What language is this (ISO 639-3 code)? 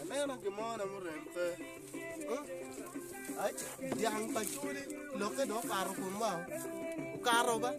ach